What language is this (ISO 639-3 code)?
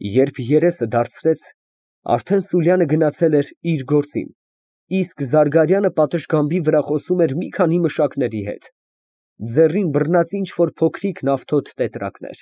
hye